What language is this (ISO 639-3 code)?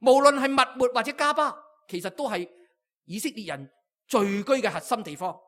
yue